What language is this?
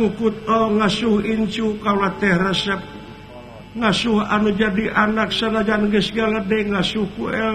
Sundanese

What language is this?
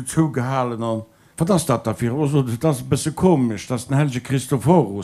Luxembourgish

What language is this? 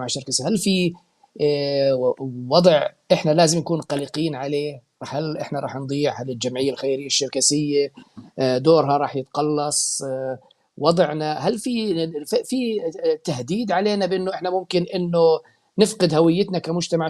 North Levantine Arabic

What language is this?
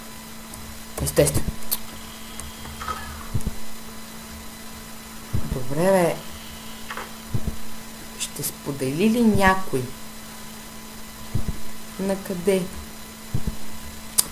Bulgarian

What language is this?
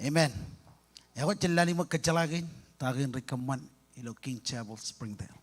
Marshallese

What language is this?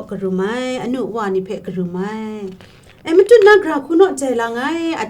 Kachin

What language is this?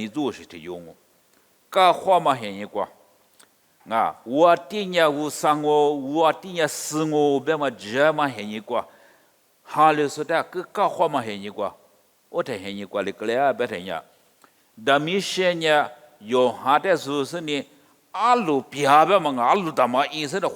Lisu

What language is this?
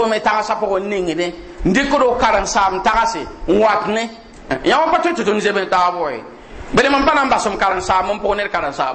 Mossi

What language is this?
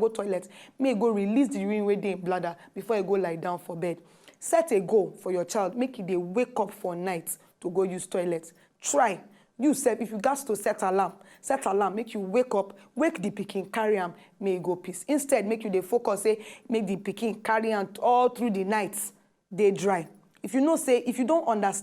Nigerian Pidgin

